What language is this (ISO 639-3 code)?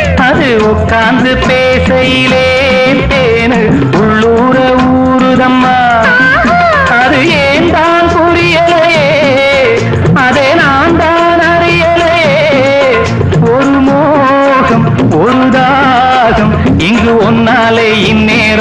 tam